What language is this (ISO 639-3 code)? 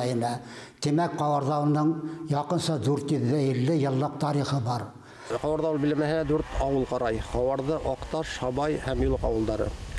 bak